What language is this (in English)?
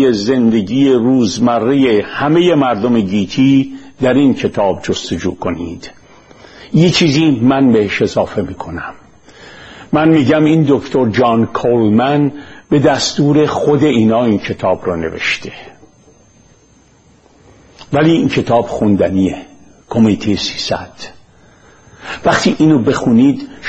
Persian